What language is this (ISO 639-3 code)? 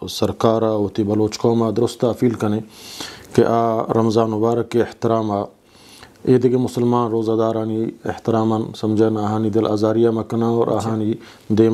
bgp